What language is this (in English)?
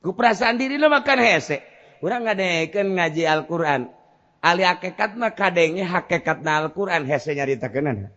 Sundanese